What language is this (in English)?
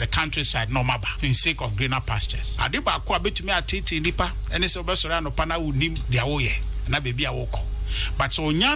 Akan